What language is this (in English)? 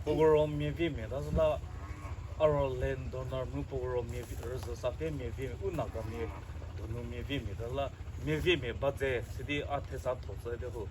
Chokri Naga